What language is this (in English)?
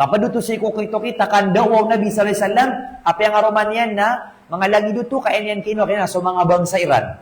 Maranao